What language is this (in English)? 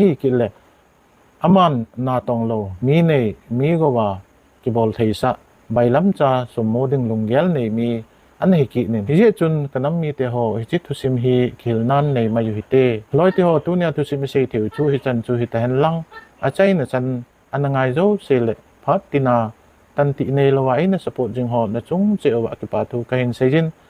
Thado Chin